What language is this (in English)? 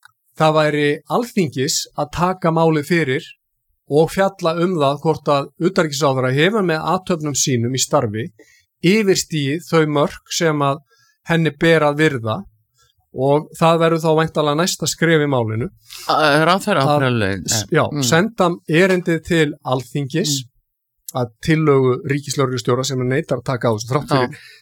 Icelandic